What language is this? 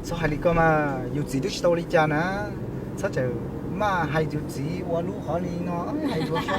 Hmong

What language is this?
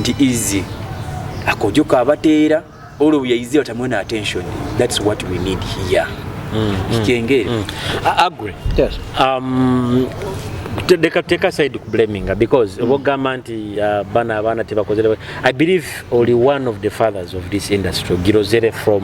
Nyoro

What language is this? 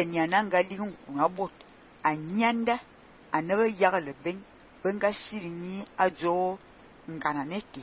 Fang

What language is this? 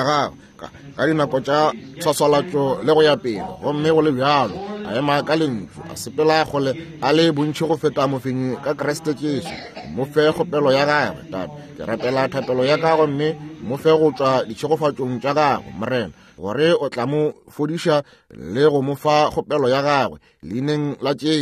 Northern Sotho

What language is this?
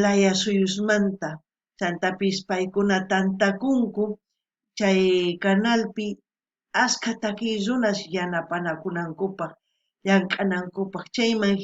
South Bolivian Quechua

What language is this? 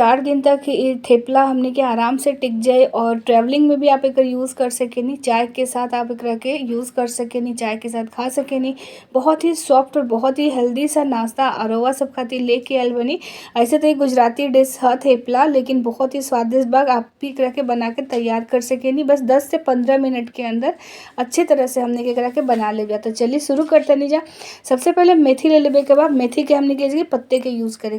Bhojpuri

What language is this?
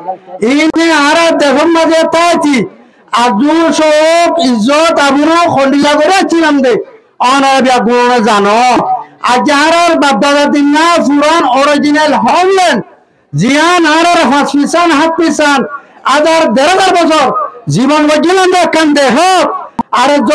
Rohingya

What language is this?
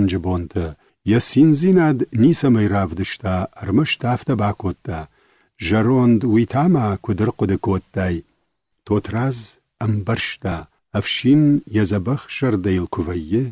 Ossetic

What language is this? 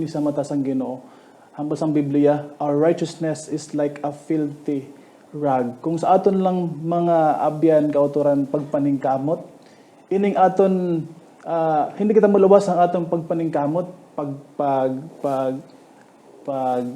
Hiligaynon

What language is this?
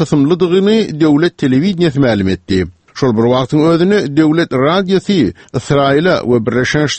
Turkmen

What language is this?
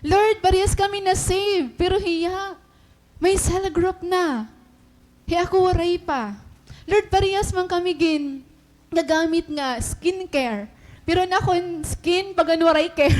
Waray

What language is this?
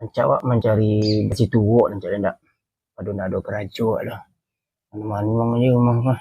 Minangkabau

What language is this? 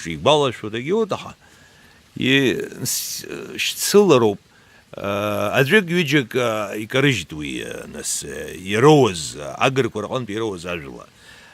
Abkhazian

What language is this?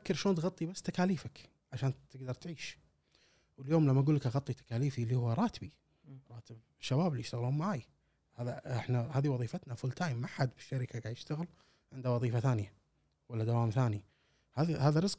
Gulf Arabic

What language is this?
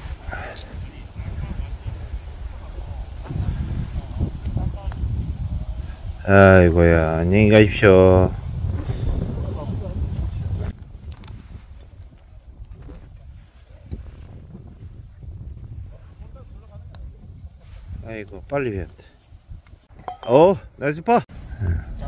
Korean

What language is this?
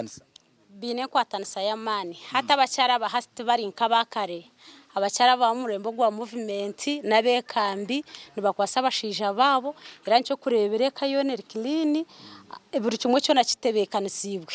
Nyankole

